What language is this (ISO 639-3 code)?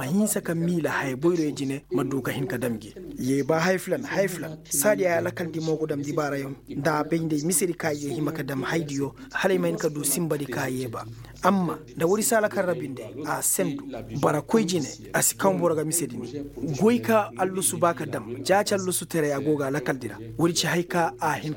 ses